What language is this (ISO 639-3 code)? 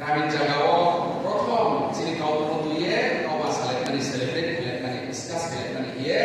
ria